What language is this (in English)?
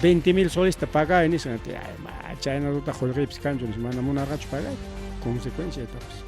Ayacucho Quechua